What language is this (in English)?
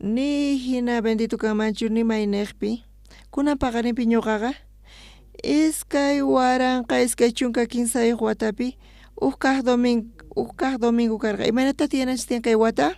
South Bolivian Quechua